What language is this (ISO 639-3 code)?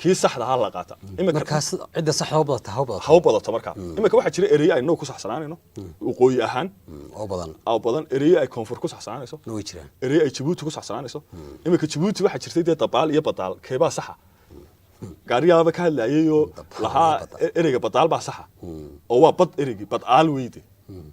som